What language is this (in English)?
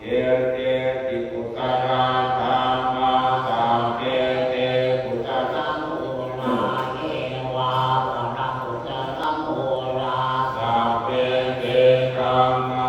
Pali